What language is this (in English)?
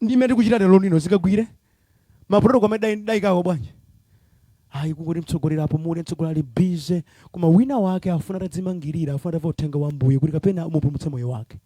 Nyanja